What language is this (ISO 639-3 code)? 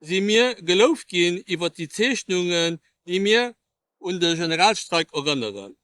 ltz